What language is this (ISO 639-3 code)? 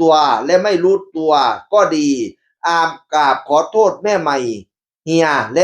tts